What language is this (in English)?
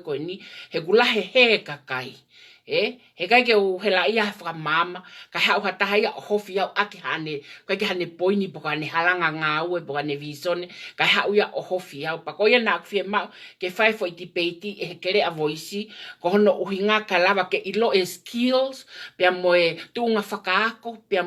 Tongan